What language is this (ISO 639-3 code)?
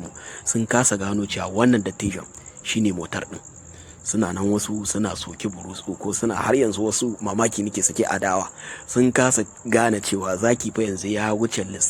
hau